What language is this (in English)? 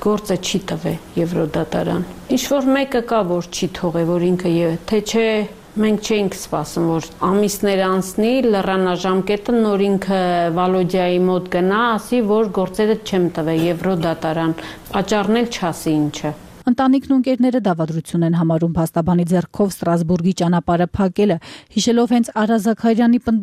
Armenian